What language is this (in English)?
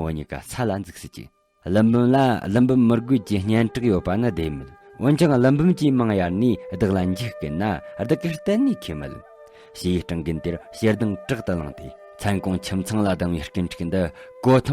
Tibetan